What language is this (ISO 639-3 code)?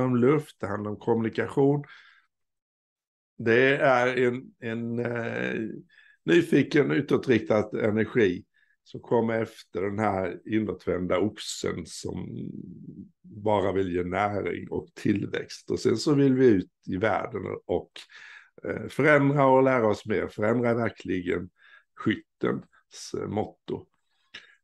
swe